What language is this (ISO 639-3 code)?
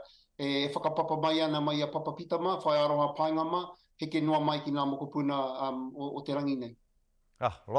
mri